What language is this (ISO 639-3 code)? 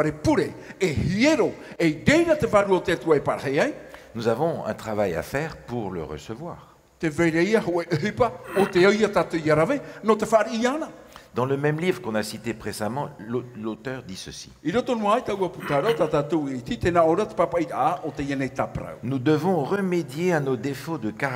tah